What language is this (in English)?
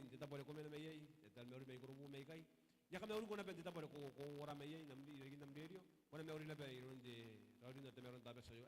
Gilbertese